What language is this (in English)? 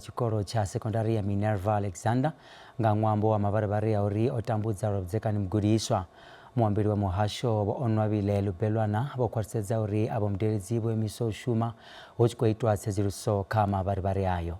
Venda